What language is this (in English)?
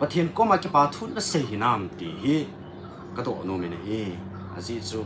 Thado Chin